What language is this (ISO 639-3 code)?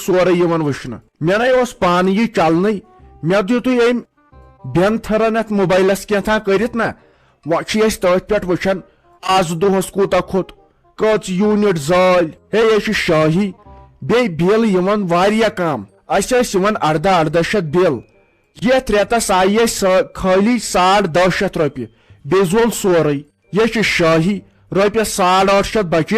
kas